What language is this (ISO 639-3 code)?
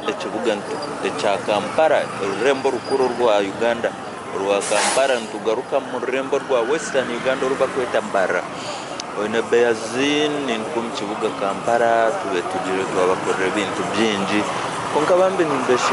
nyn